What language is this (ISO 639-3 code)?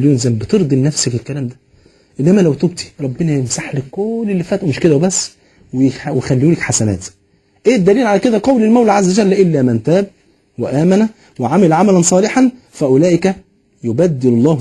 arz